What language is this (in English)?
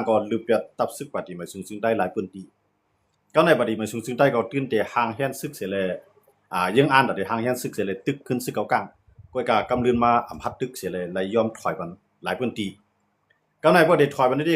Shan